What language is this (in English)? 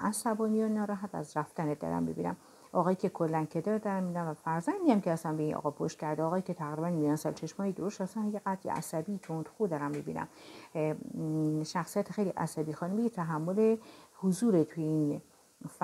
Persian